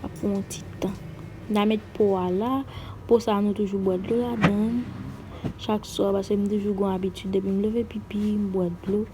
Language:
Haitian Creole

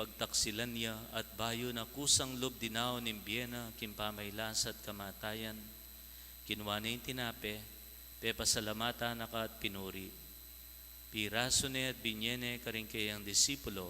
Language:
Pampanga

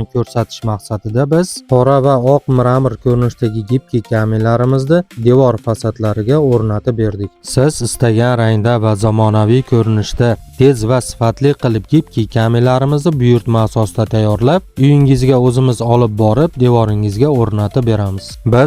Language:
Uzbek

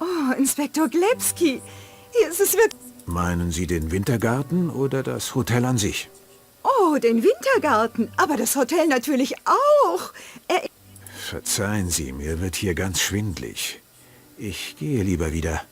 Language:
Bavarian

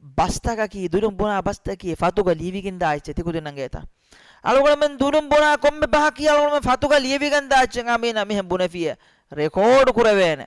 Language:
Divehi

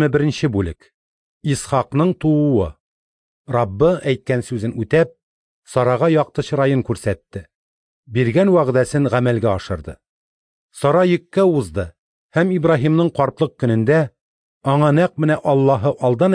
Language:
Tatar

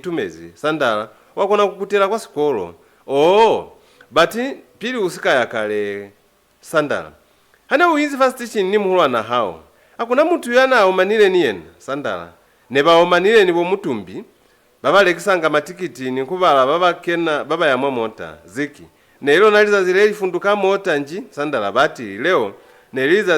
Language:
Lozi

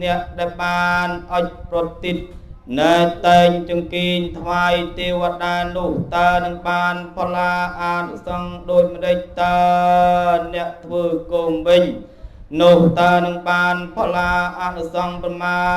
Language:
Khmer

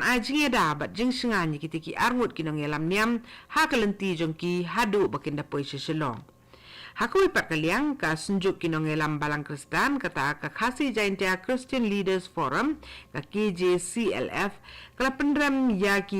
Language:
Khasi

